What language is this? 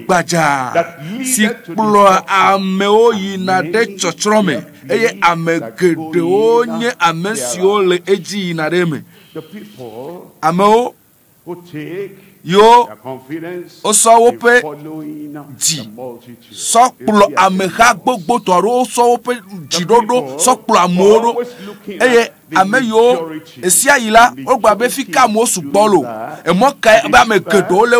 Ewe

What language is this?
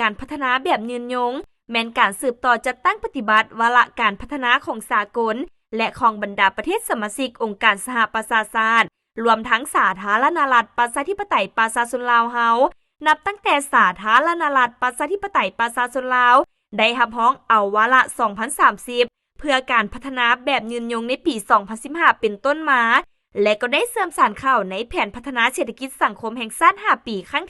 Lao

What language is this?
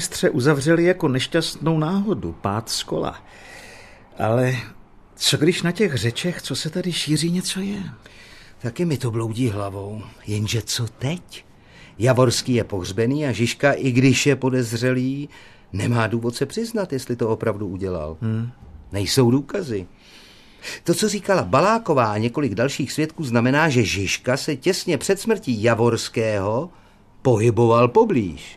Czech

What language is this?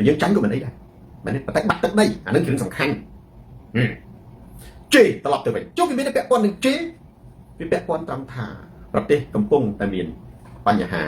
Khmer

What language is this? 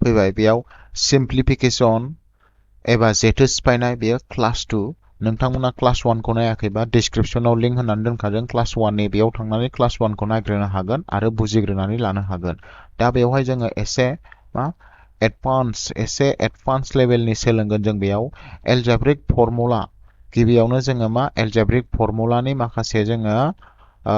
Bodo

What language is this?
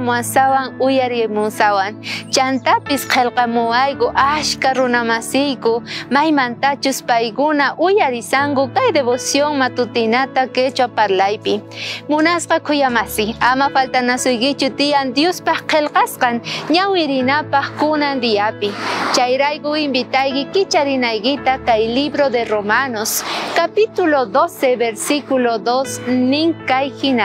South Bolivian Quechua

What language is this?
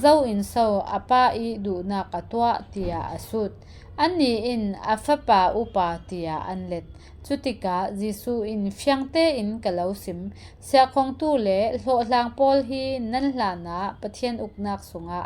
Falam Chin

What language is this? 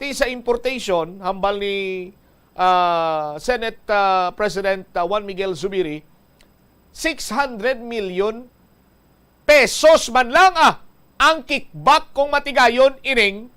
Hiligaynon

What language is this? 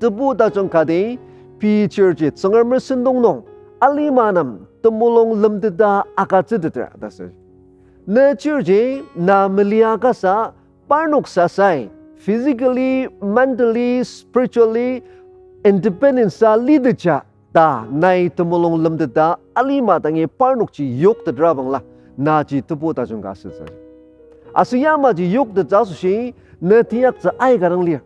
Ao Naga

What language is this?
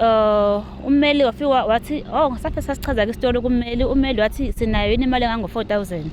Zulu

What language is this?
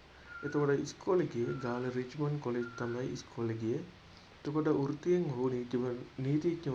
Sinhala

